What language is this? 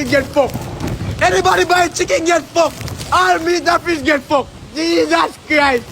Jamaican Creole English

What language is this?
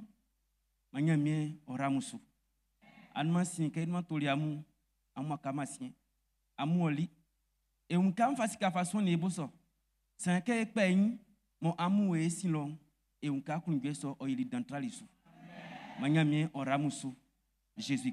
Baoulé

